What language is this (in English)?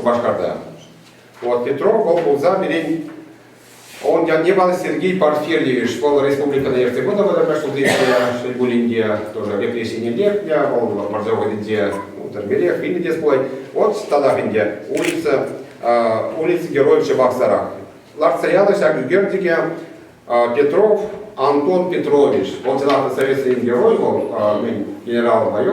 Chuvash